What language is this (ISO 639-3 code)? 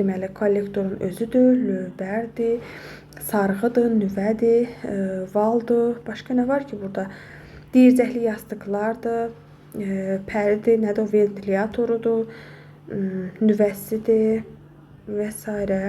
aze